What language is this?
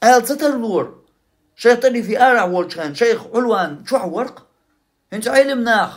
Chechen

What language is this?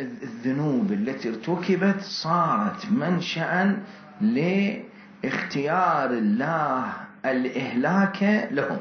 Mesopotamian Arabic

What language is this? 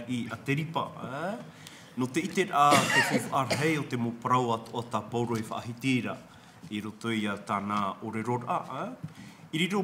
Tahitian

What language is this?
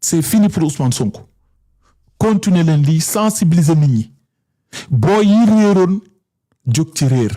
Wolof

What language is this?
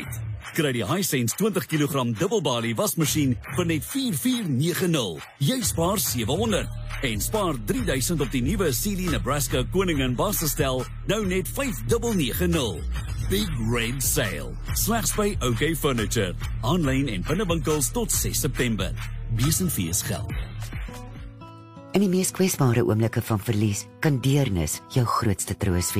Afrikaans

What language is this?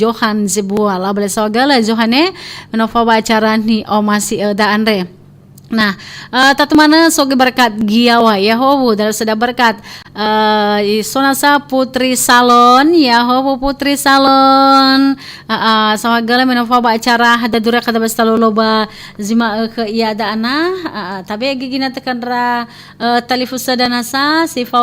Nias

